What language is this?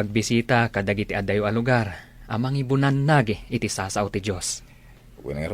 Iloko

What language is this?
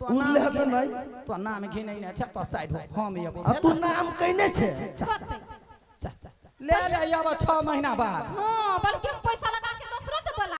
Maithili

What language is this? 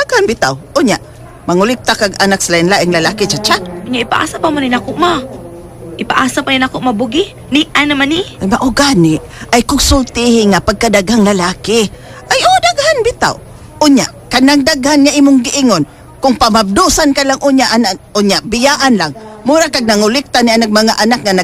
Cebuano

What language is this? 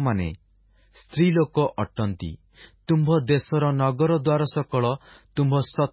Odia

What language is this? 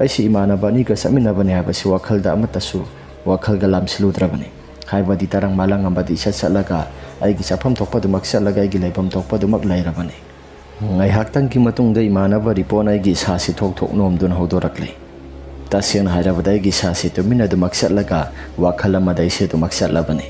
Manipuri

